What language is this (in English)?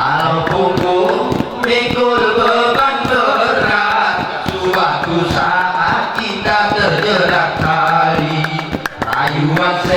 Gayo